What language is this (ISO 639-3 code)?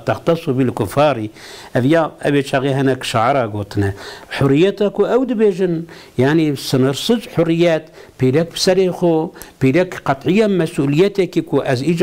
kur